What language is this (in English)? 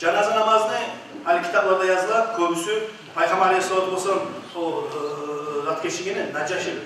Kumyk